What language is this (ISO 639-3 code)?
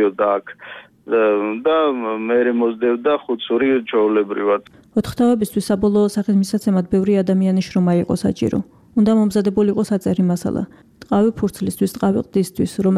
kat